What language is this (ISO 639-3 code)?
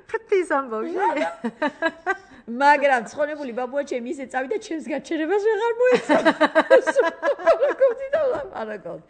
kat